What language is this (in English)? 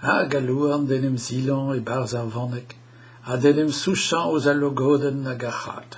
Breton